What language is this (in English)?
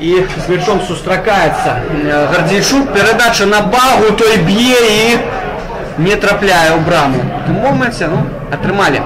Belarusian